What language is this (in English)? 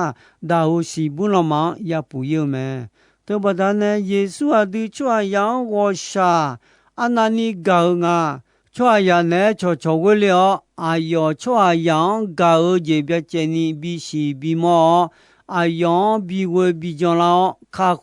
Akha